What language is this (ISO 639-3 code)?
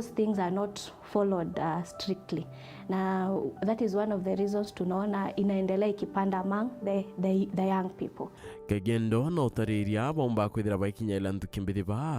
mer